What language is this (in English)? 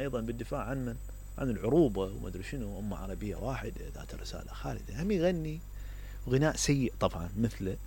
Mesopotamian Arabic